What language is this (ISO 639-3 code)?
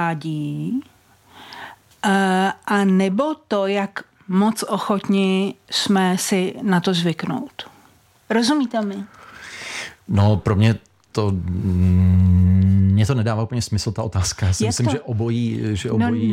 ces